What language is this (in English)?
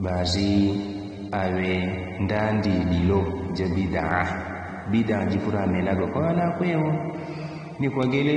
Yao